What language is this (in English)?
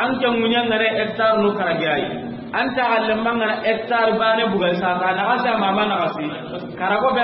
Soninke